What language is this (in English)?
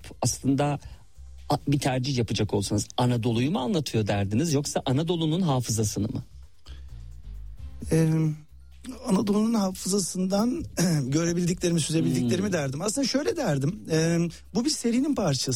Turkish